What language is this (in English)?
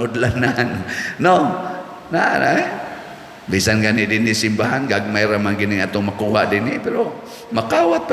Cebuano